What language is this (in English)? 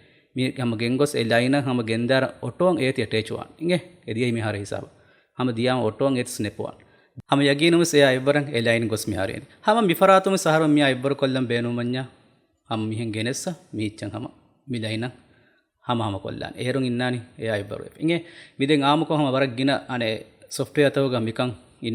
Divehi